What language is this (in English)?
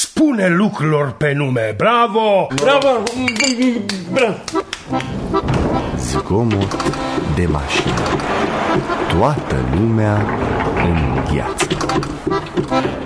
Romanian